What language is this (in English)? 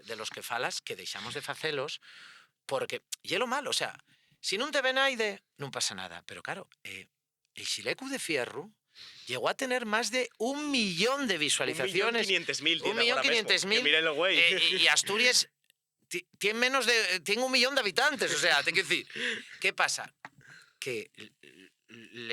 Asturian